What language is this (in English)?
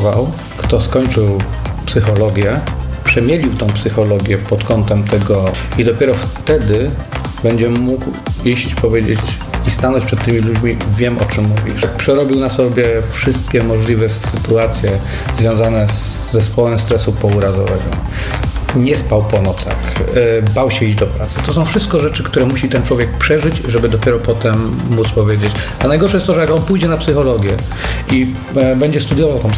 Polish